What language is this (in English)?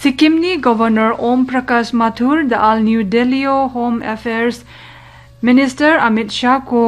Garo